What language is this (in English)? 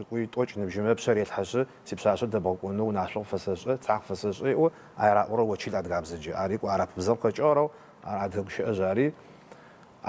Adyghe